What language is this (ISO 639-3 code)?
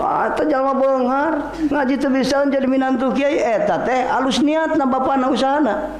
sun